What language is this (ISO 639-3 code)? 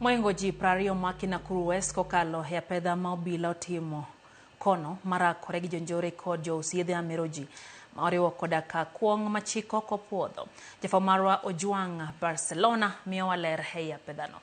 luo